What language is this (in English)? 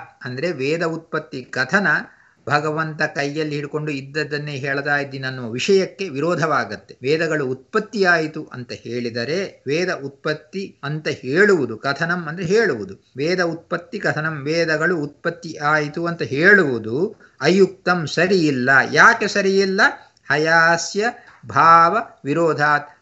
Kannada